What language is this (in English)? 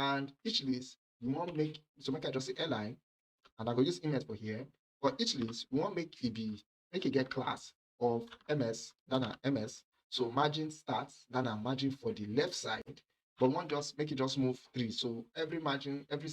Nigerian Pidgin